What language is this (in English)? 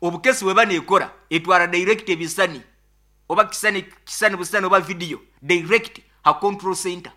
Nyoro